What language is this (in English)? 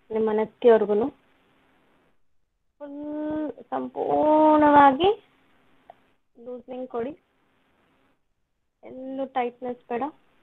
Kannada